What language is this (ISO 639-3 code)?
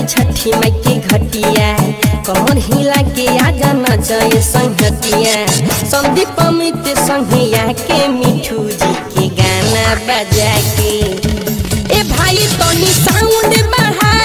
bho